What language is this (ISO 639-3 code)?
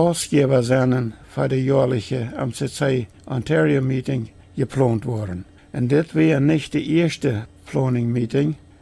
pdt